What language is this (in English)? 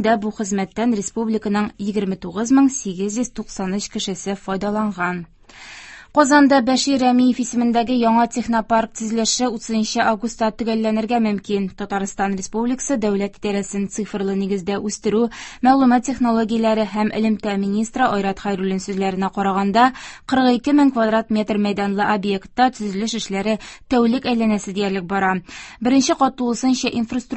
Tatar